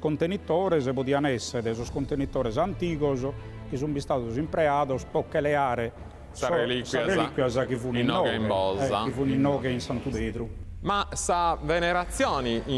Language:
Sardinian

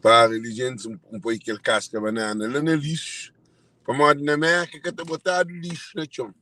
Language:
Kabuverdianu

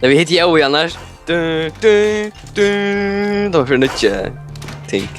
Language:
Faroese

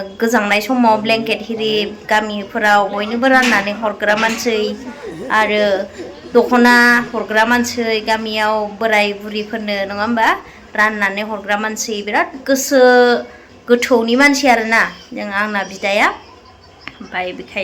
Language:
Bodo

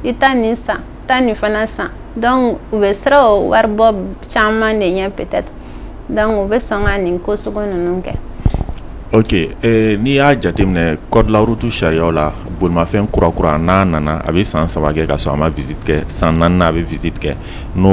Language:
Bambara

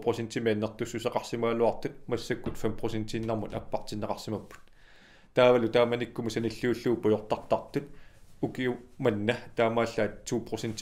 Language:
Kalaallisut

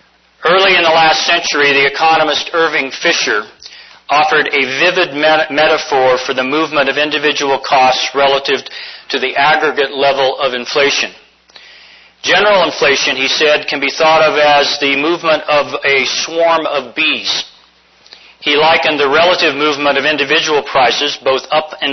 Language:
English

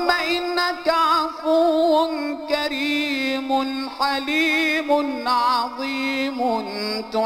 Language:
Arabic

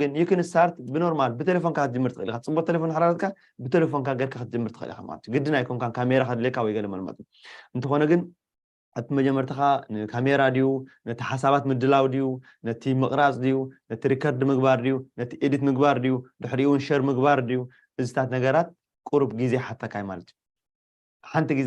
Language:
Tigrinya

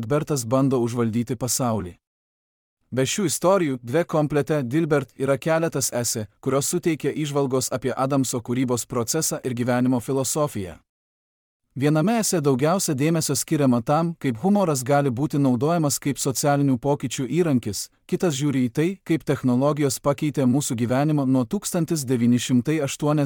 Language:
Lithuanian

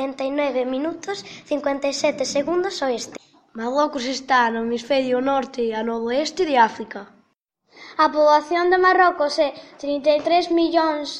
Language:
Galician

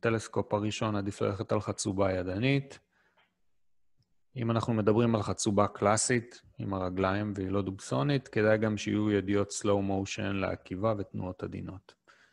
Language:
Hebrew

